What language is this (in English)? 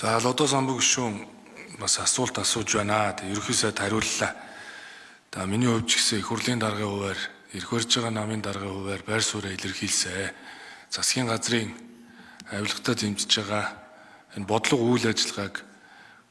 Mongolian